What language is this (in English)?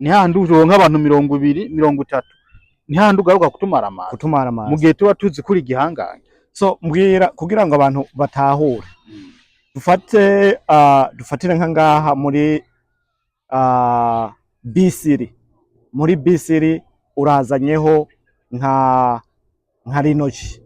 Rundi